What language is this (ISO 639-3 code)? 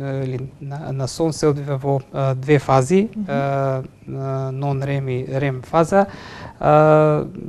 mkd